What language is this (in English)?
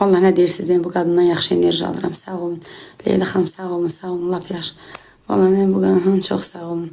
Azerbaijani